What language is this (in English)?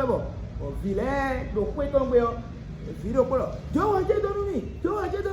Fon